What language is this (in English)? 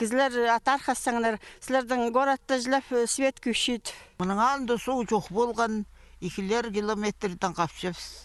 Khakas